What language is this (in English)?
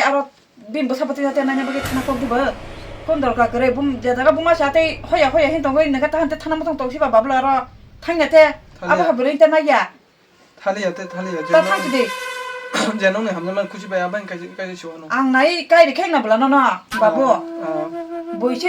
Kok Borok